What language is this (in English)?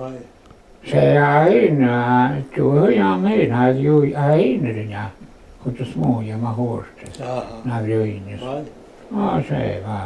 Irish